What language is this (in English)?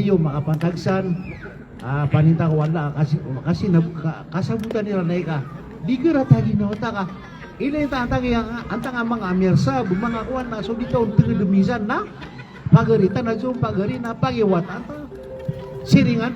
Maranao